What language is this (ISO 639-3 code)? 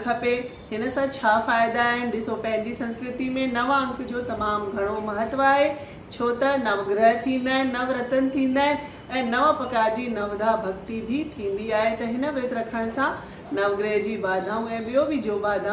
snd